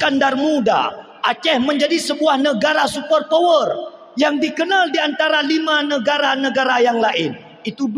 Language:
Achinese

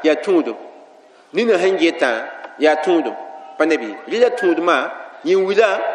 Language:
Mossi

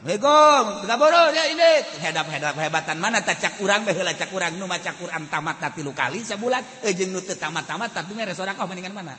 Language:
Sundanese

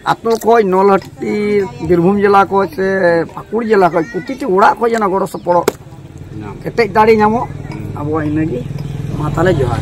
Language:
Santali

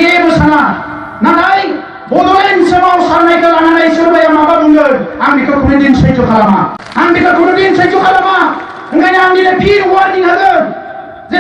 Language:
Bodo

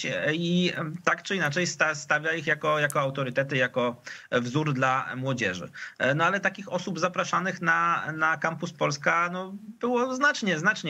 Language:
Polish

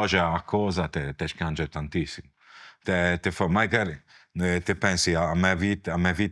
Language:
Sardinian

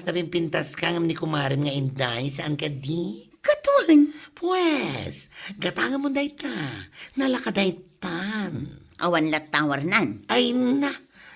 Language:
Iloko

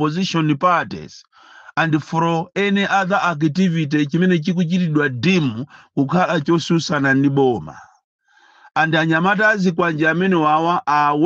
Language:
Nyanja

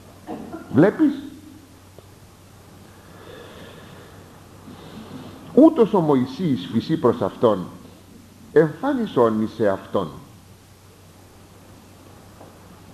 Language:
Greek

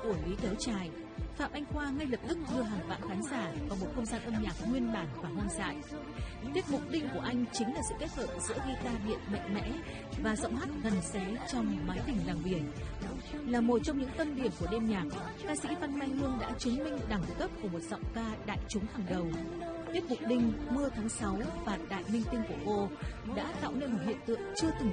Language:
Vietnamese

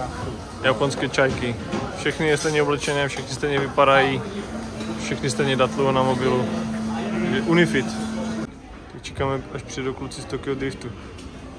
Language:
Czech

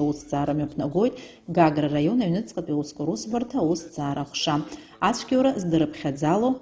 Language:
Abkhazian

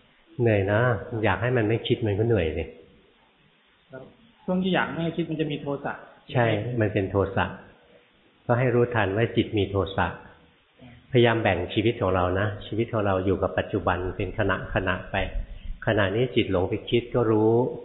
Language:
Thai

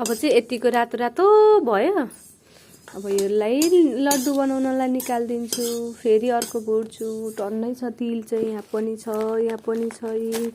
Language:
Nepali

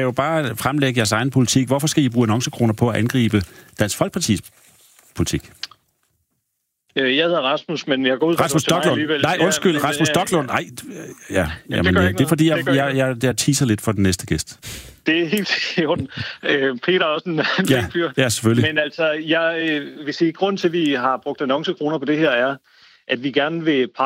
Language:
Danish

